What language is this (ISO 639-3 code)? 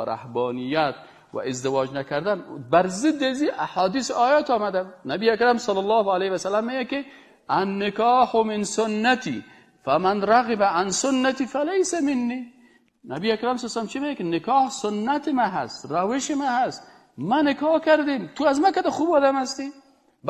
fas